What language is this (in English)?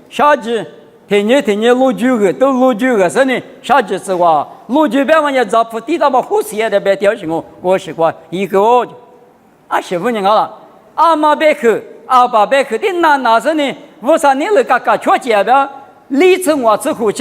Lisu